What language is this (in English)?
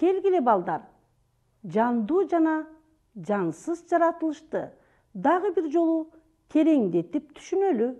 Kyrgyz